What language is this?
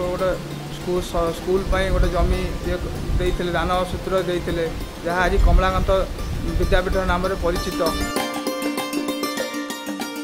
Odia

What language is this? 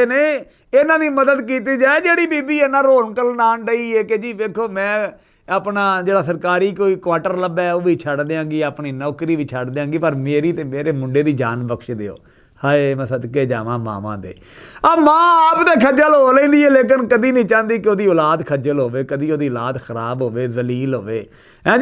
Western Panjabi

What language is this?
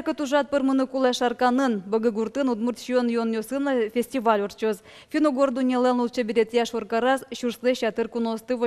Udmurt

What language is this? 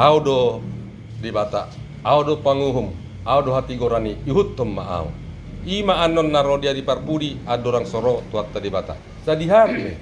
Batak Toba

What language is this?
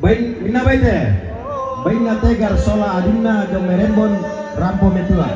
Toraja-Sa'dan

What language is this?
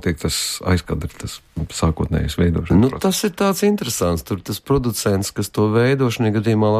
Latvian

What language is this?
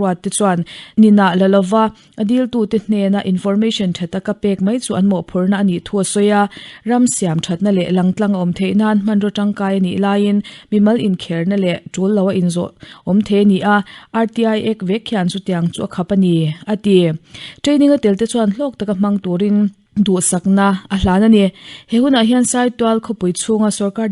Mizo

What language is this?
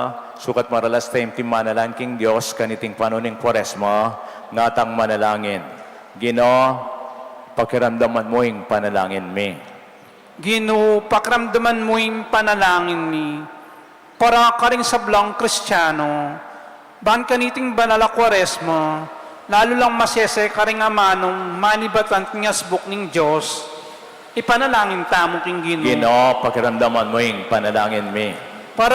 Pampanga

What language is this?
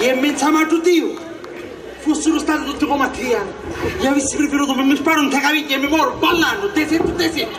Sicilian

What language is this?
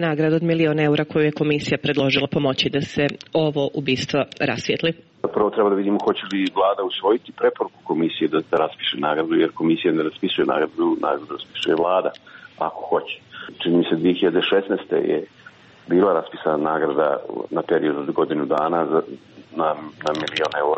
Serbian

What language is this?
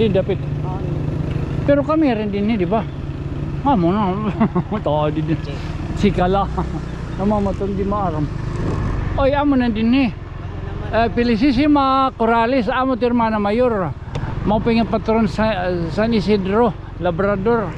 Waray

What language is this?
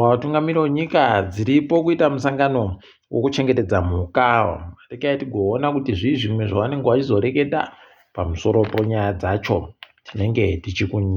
Ndau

